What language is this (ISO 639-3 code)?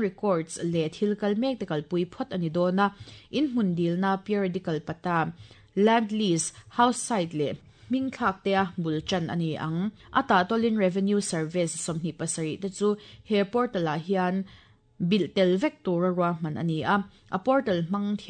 lus